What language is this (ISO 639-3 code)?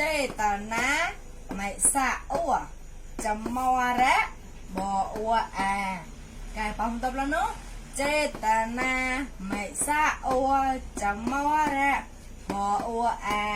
mnw